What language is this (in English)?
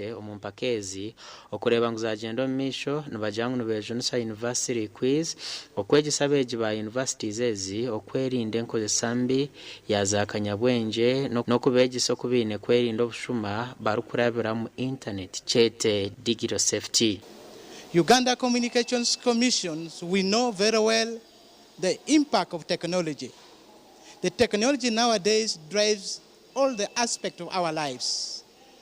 Nyankole